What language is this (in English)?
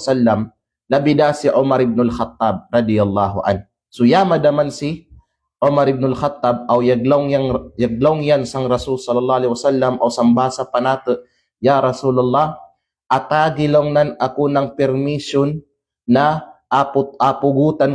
Kalagan